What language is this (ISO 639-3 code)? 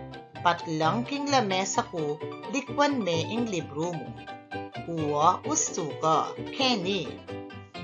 pam